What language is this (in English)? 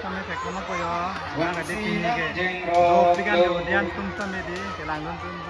Karbi